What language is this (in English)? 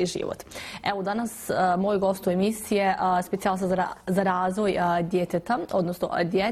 Bosnian